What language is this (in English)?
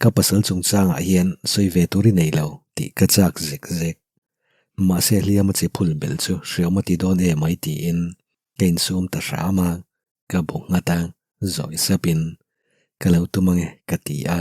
Mizo